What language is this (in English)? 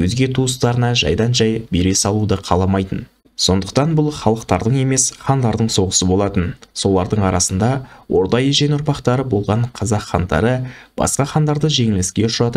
Kazakh